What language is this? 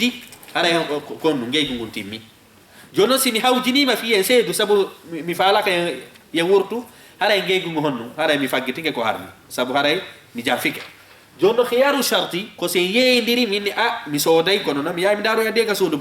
Fula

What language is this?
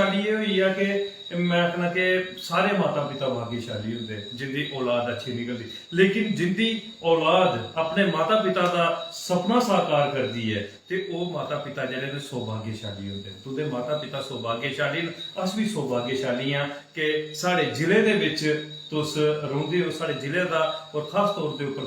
Dogri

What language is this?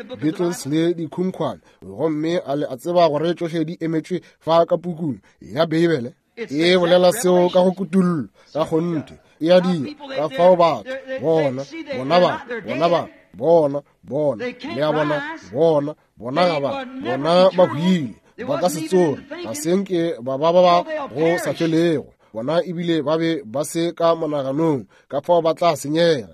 Northern Sotho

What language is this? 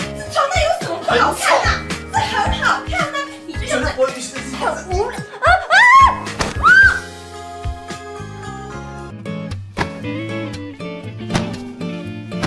Chinese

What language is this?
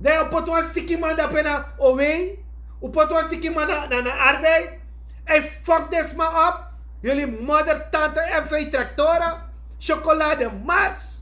Sranan Tongo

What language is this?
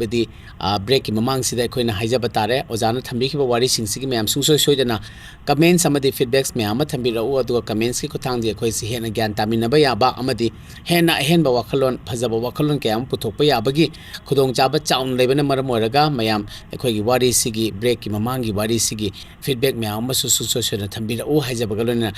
Manipuri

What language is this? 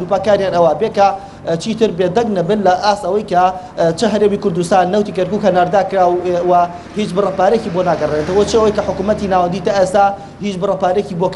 Central Kurdish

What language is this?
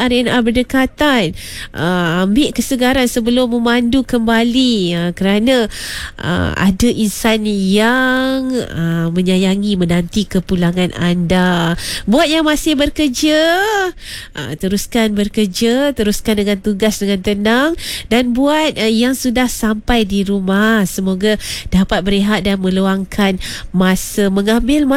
Malay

